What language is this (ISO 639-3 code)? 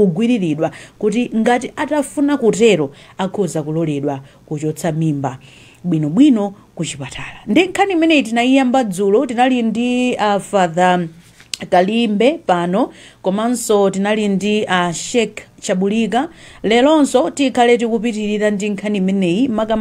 nya